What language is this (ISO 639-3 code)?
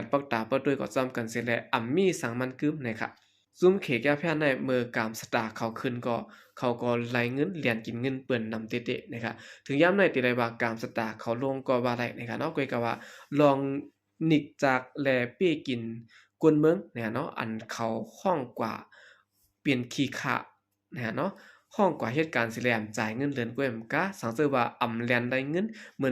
shn